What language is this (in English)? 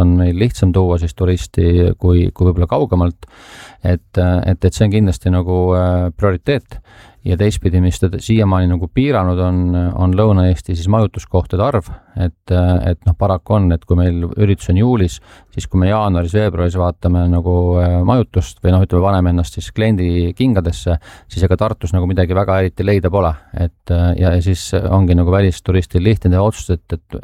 Estonian